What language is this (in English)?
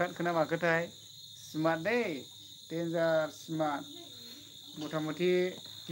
Bodo